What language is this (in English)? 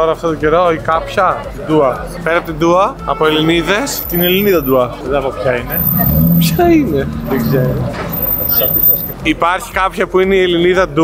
Greek